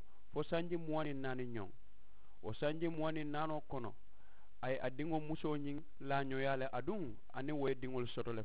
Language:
Mandingo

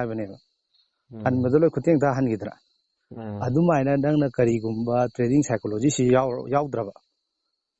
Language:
Manipuri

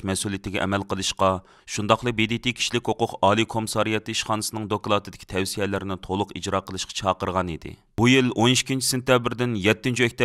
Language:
Uyghur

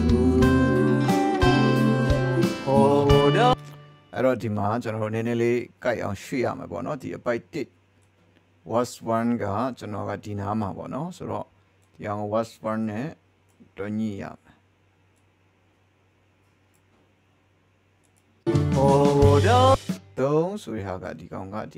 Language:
Burmese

